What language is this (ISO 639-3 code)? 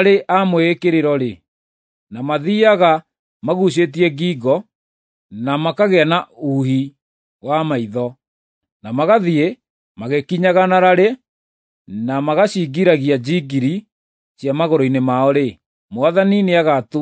kik